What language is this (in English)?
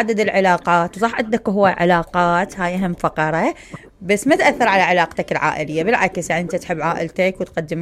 Mesopotamian Arabic